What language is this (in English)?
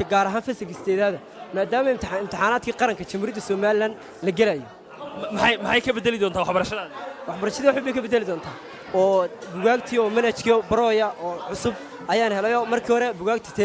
Somali